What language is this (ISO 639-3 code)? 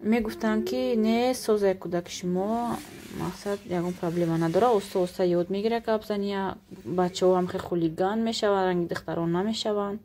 tgk